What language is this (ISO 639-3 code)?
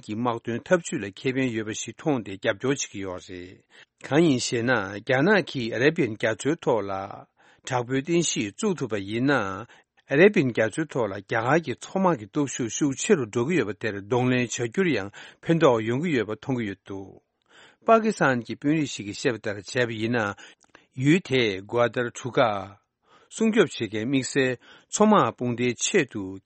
bod